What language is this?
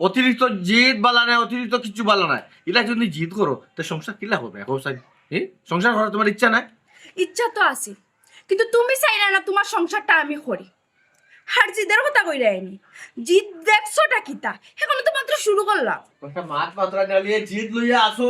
Sylheti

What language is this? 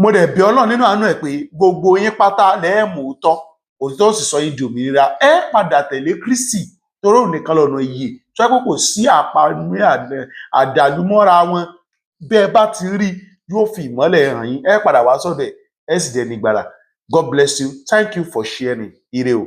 Yoruba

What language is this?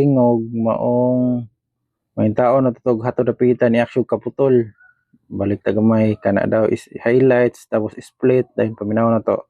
Cebuano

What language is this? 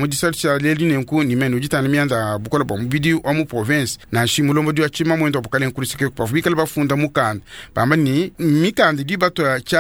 Luba-Lulua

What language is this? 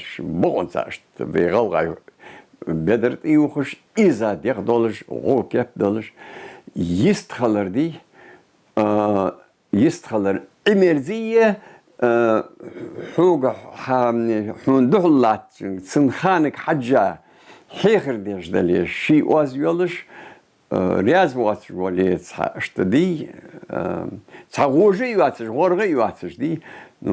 Ingush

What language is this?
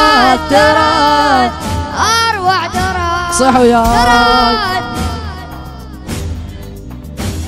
Arabic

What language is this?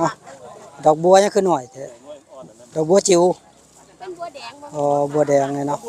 Northeastern Thai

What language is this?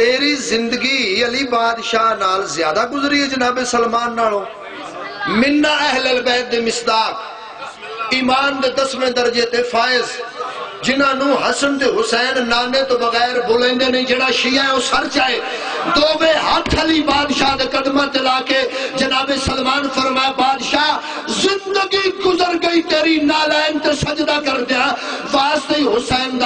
Saraiki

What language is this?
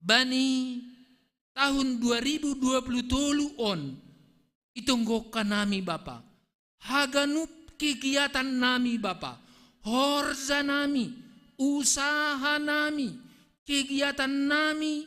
Batak Simalungun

